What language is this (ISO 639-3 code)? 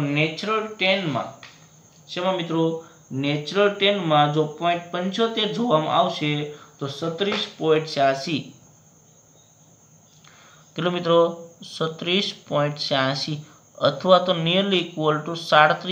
guj